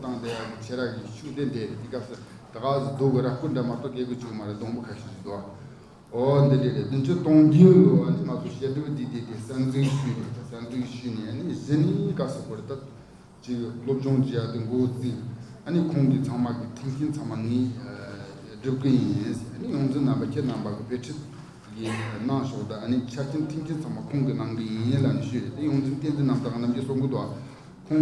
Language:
Tibetan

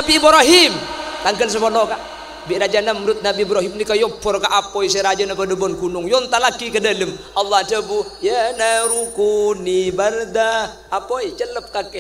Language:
Madurese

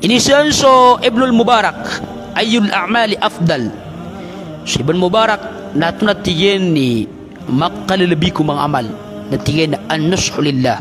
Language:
Maranao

